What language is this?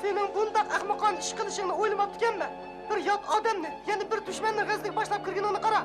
Uyghur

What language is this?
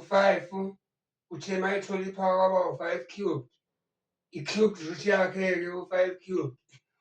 Zulu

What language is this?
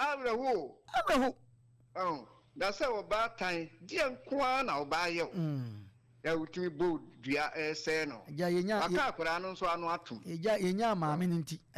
Akan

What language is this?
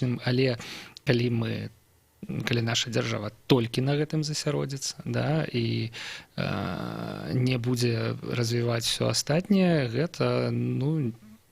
Belarusian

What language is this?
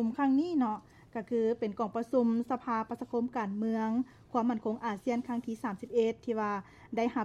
Lao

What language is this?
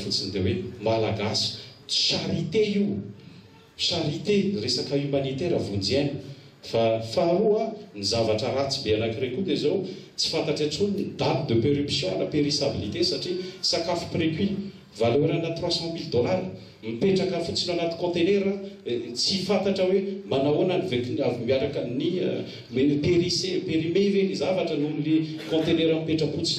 Malagasy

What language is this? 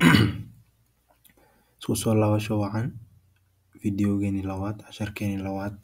Somali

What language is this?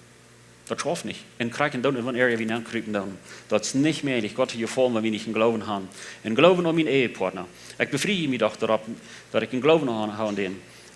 Plautdietsch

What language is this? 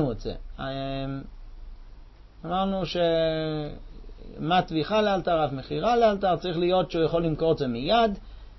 Hebrew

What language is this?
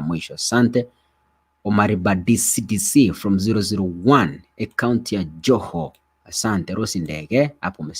Gusii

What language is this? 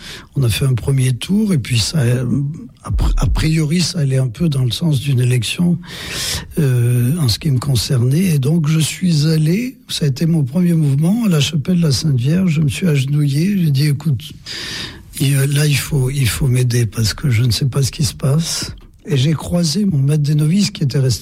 French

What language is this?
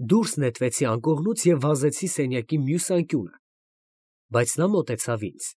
Armenian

